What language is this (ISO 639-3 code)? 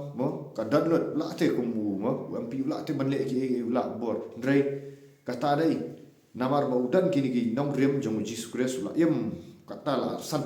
kha